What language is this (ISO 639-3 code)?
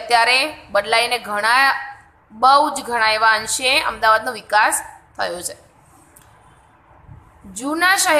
guj